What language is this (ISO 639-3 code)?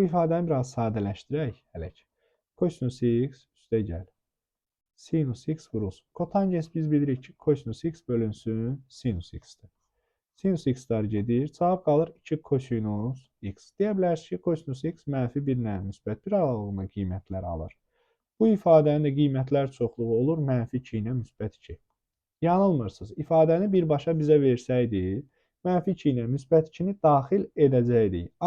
aze